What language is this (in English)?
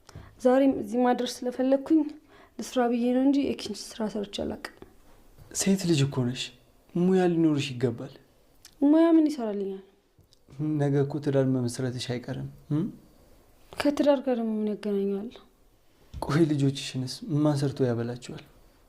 Amharic